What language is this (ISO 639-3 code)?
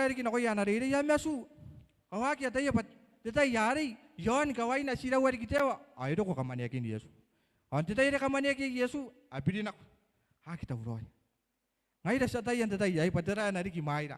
gil